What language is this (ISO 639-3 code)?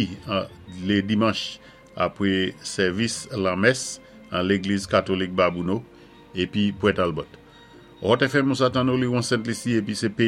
acf